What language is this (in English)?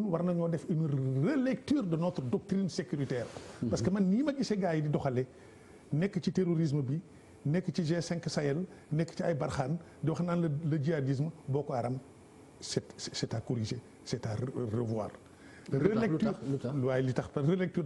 Wolof